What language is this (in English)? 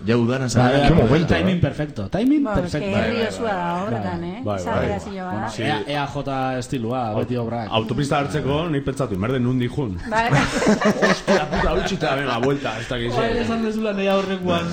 Basque